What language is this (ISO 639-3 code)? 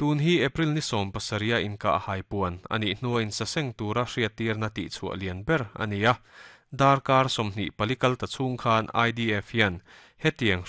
lus